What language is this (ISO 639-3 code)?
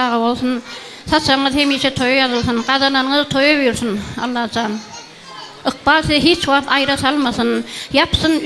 tuk